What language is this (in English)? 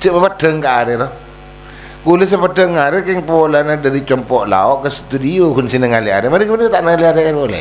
Madurese